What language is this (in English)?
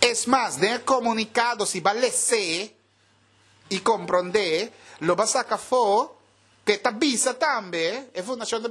Papiamento